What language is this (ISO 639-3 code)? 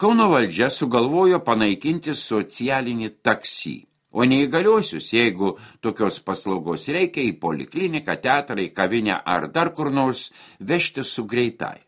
lit